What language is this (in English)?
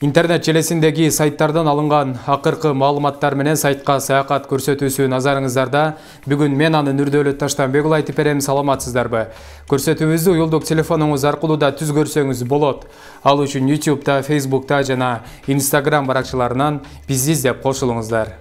Kyrgyz